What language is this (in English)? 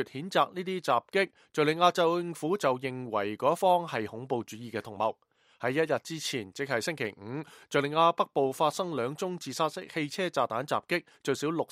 Cantonese